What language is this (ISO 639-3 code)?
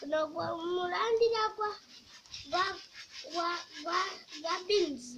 sna